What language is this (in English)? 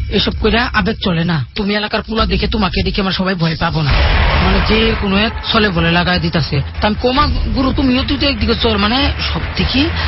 Bangla